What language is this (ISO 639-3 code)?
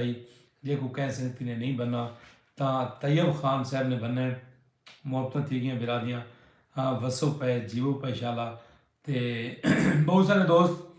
skr